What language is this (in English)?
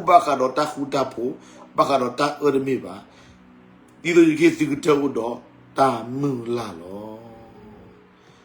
S'gaw Karen